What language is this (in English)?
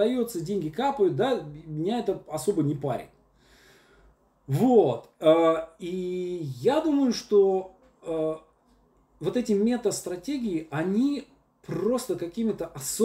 Russian